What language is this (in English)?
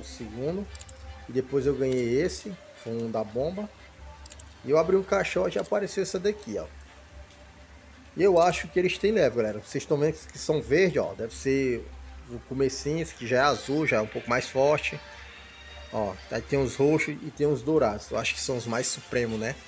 Portuguese